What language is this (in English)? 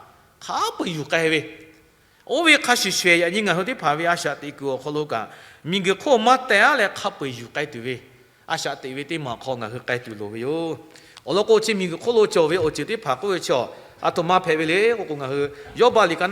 Lahu